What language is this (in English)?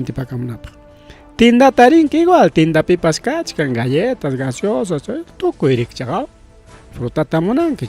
Ayacucho Quechua